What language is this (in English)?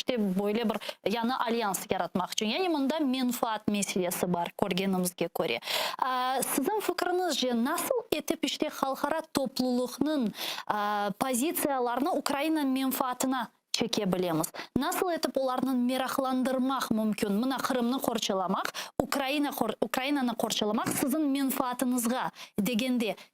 Crimean Tatar